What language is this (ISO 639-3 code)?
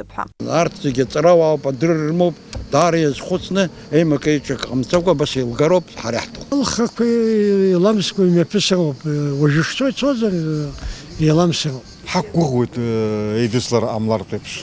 abk